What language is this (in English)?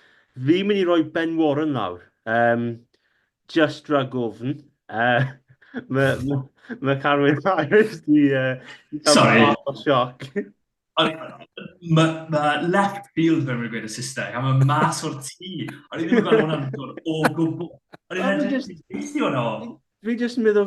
Welsh